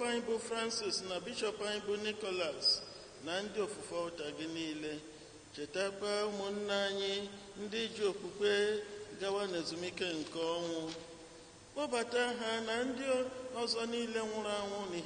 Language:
Igbo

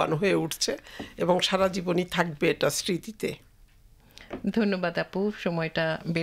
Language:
Bangla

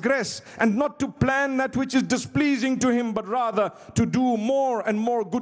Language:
English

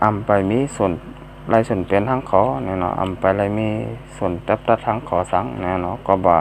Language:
Shan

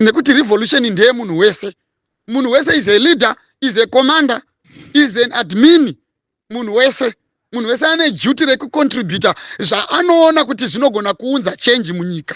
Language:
Shona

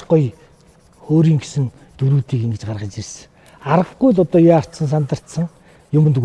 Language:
Mongolian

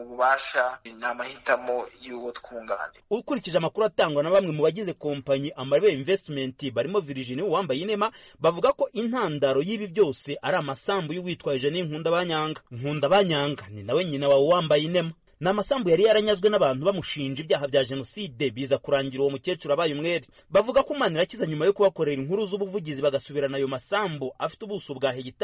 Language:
Kinyarwanda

